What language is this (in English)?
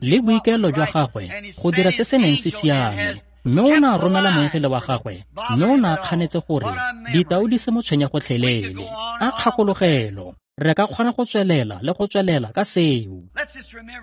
Tswana